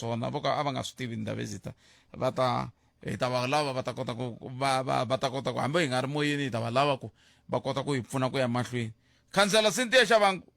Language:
Tsonga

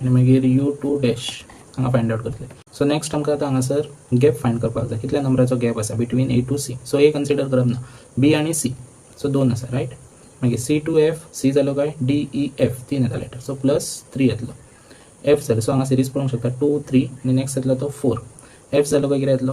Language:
Konkani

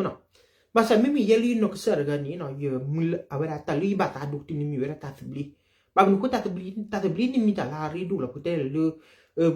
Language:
S'gaw Karen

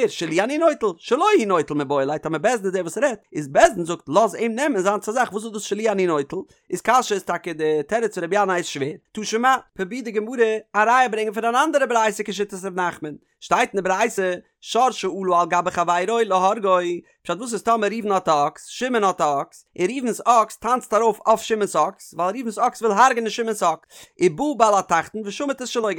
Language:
Yiddish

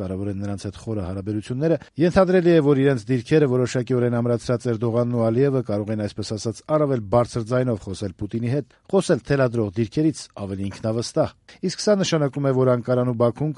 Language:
Armenian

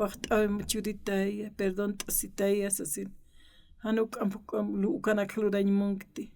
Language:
Aymara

